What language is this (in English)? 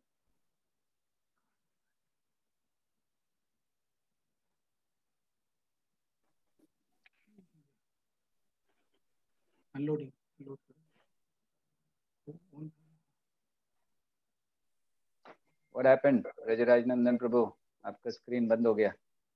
Hindi